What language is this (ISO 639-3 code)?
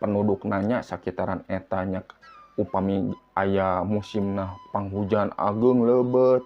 sun